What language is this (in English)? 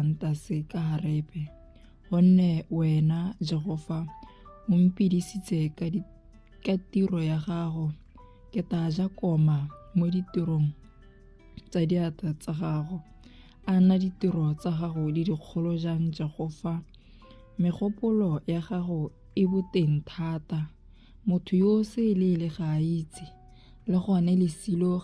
Tswana